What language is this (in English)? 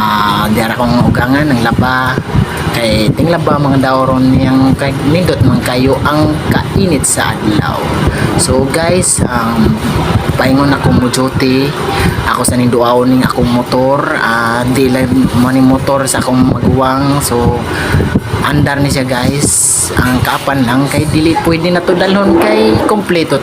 Cebuano